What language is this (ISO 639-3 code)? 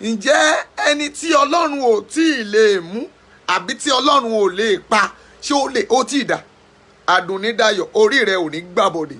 yor